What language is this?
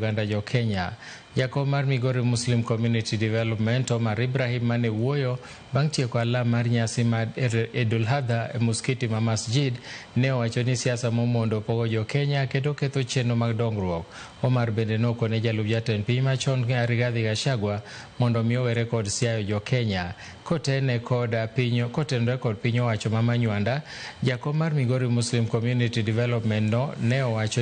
Luo (Kenya and Tanzania)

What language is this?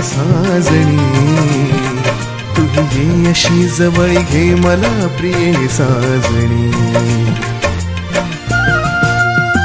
Marathi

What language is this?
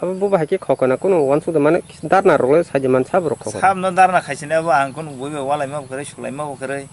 Kok Borok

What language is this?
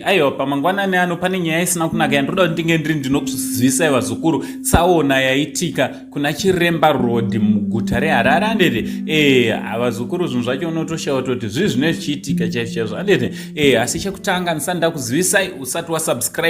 Shona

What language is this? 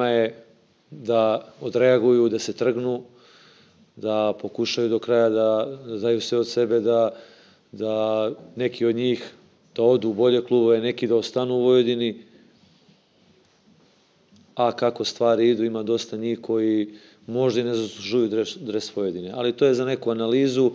Serbian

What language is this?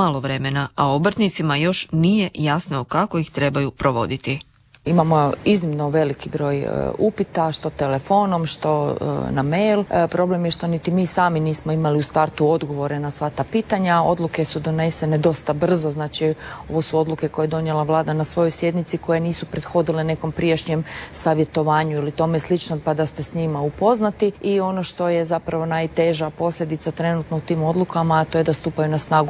Croatian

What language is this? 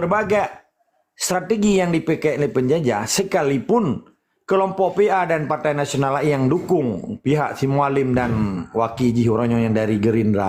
Achinese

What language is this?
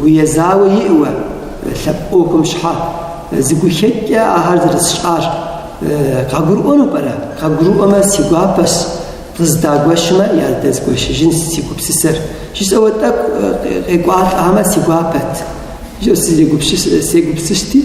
Kabardian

